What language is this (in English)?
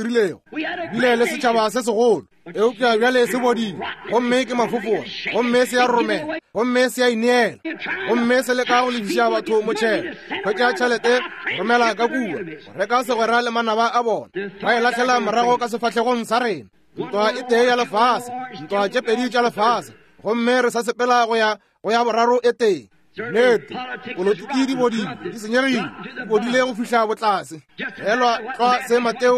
Northern Sotho